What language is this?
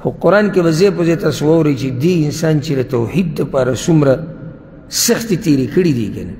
Pashto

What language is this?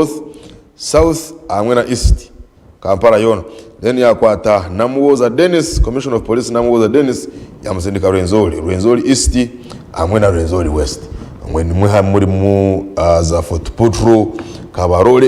Nyankole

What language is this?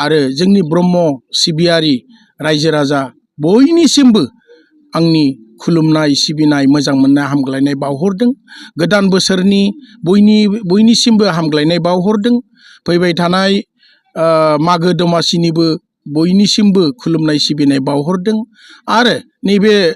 Bodo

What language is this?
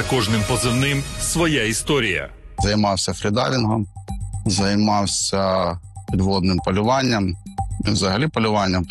Ukrainian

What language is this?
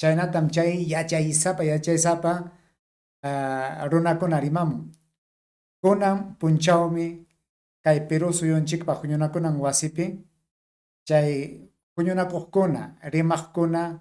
Ayacucho Quechua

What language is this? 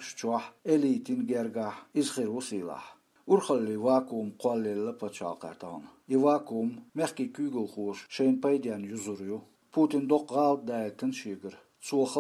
Chechen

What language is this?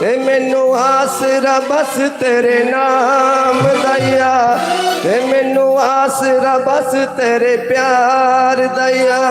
Dogri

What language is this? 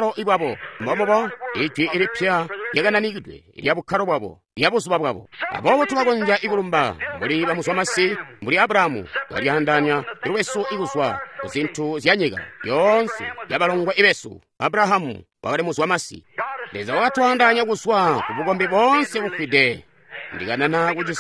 Tonga (Zambia)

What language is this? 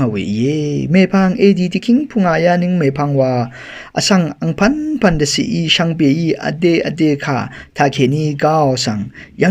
Rawang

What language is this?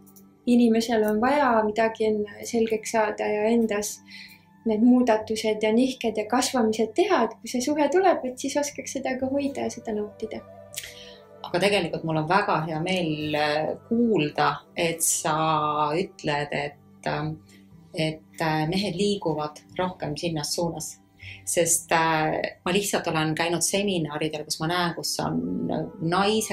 Estonian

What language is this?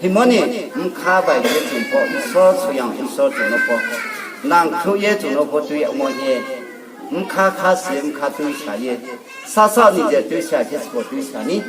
Riang (India)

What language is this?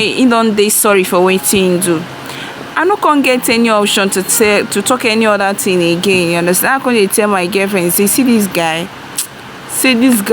Nigerian Pidgin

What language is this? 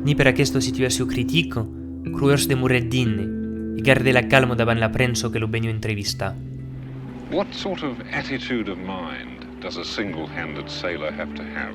Occitan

